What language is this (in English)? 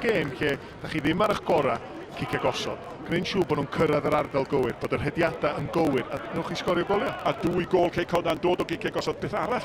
Welsh